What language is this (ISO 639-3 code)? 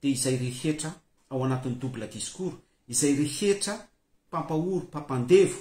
mlg